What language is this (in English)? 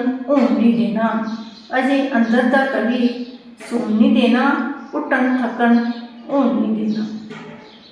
Dogri